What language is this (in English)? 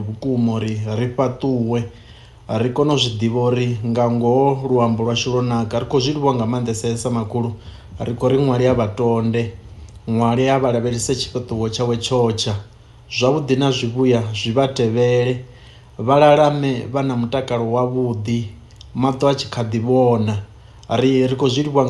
Venda